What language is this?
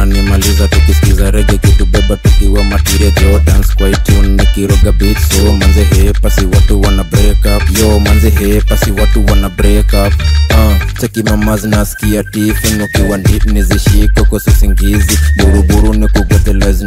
Swahili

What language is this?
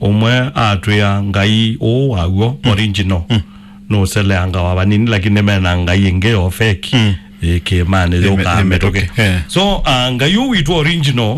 Kamba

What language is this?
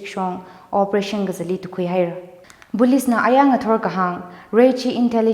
Tangkhul Naga (India)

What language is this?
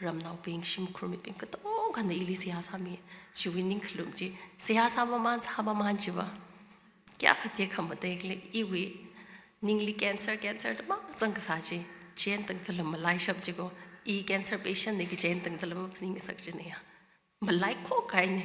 Tangkhul Naga (India)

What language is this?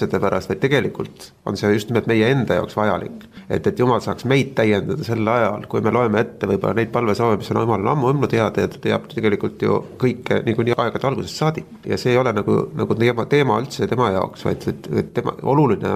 Estonian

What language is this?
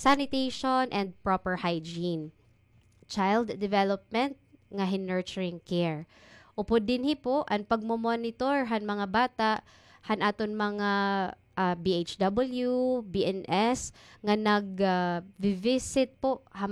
Waray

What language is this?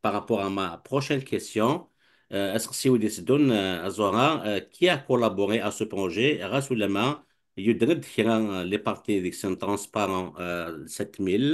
Kabyle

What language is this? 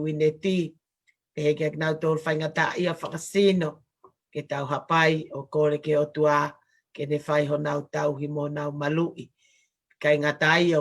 Tongan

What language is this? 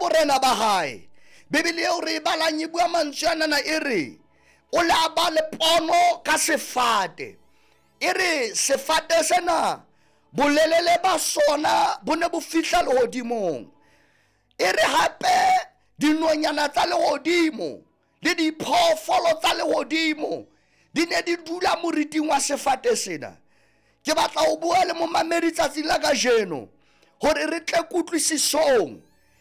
Southern Sotho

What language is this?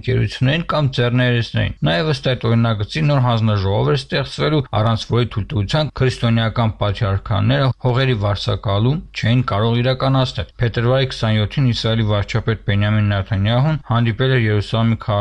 Armenian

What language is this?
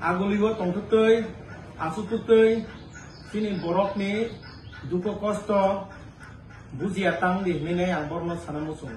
Kok Borok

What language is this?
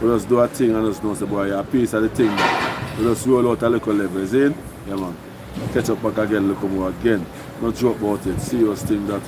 Jamaican Creole English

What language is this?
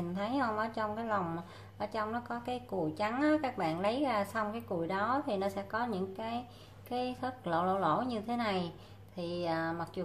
Vietnamese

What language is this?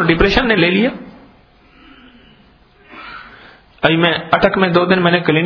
Urdu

